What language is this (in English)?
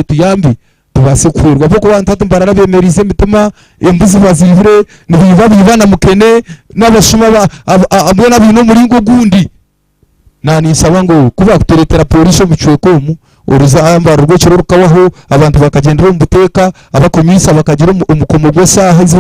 Nyankole